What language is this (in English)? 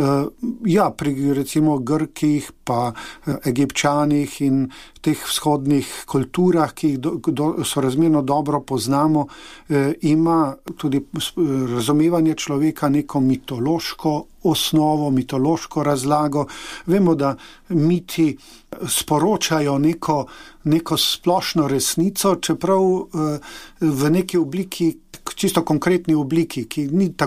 Slovenian